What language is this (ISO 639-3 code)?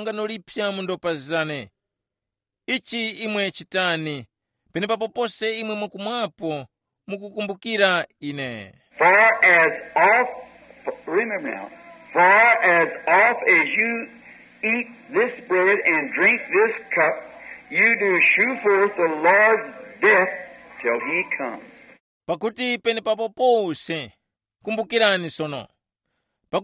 tum